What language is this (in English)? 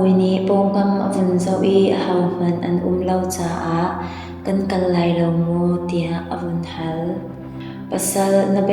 Hakha Chin